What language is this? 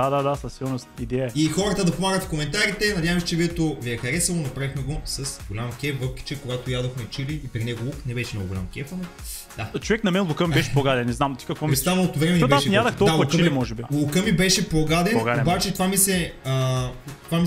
Bulgarian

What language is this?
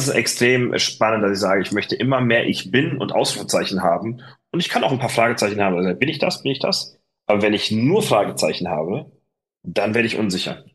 German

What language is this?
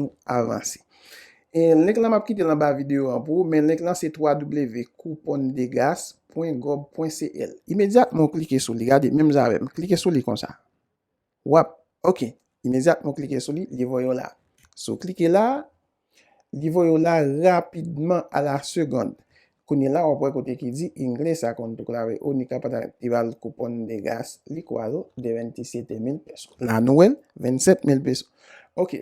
Haitian Creole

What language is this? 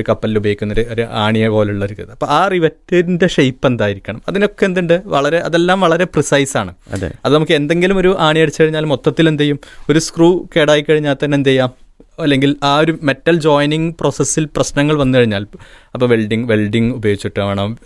Malayalam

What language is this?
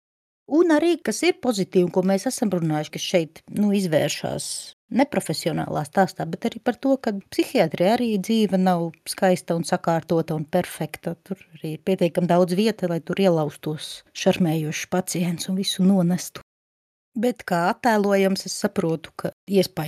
Latvian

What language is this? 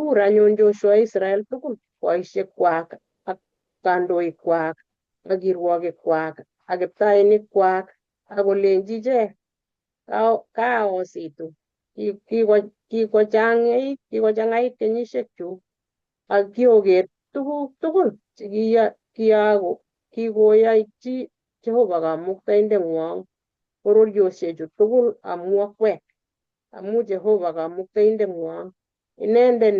Kalenjin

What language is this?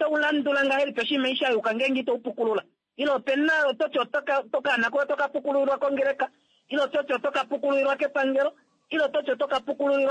Kuanyama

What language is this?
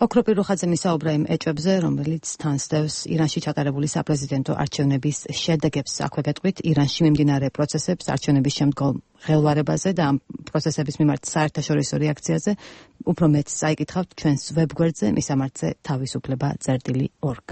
Georgian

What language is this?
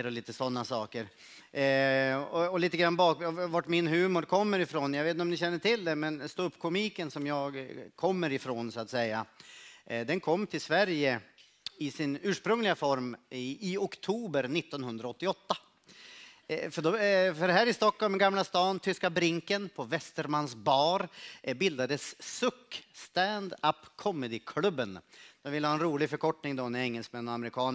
Swedish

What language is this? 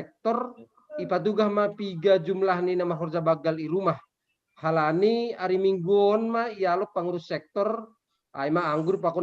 Batak Simalungun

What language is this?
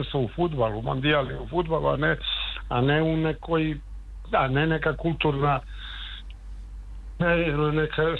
Serbian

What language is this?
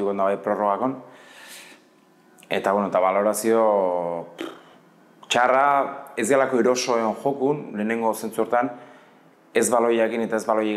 Basque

